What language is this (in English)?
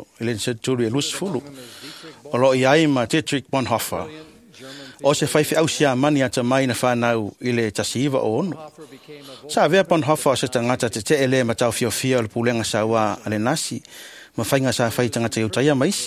Samoan